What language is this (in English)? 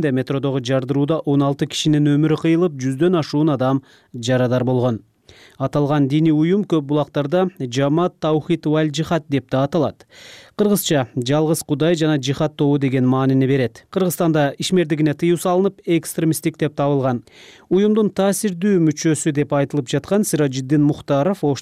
Kyrgyz